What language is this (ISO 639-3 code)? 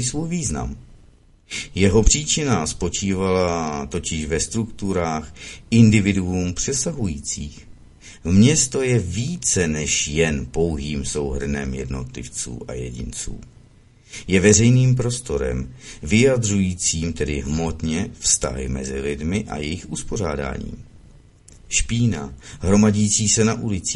ces